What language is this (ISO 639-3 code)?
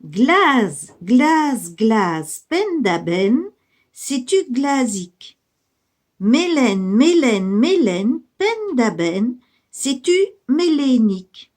bre